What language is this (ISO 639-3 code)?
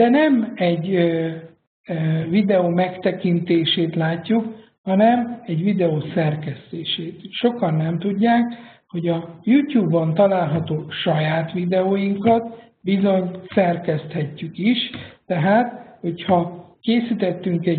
hun